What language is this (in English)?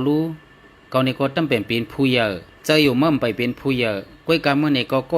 Shan